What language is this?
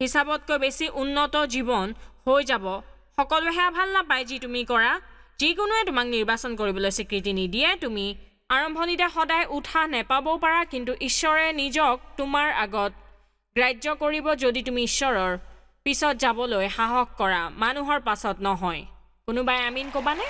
Assamese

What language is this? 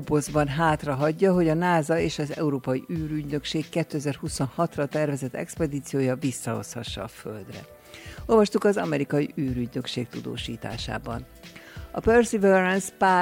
Hungarian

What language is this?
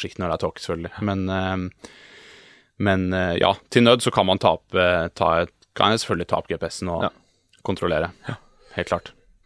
Norwegian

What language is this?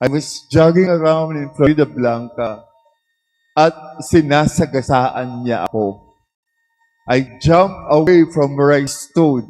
Pampanga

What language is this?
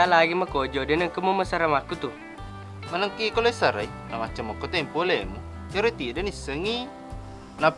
Buginese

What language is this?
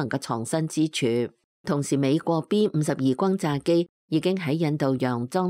Cantonese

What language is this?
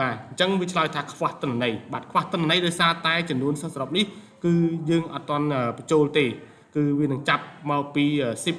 Khmer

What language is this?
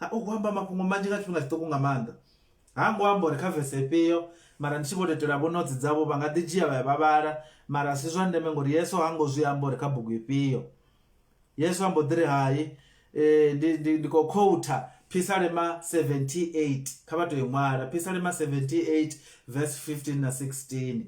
Venda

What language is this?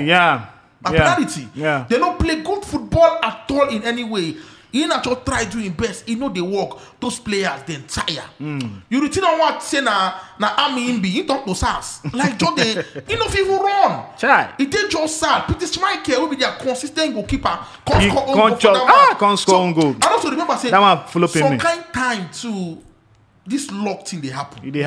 Nigerian Pidgin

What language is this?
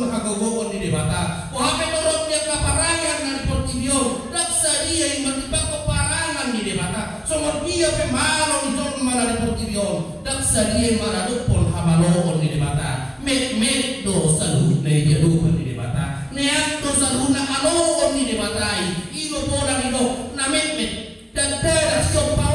Batak Toba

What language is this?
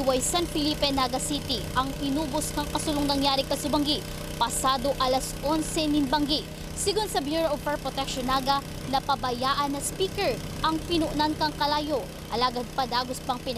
Bikol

